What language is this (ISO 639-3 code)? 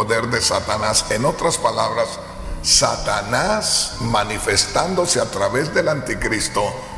spa